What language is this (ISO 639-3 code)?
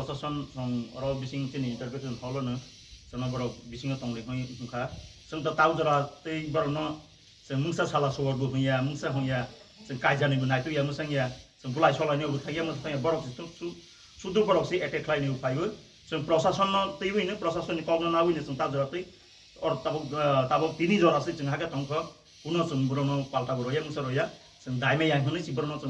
ria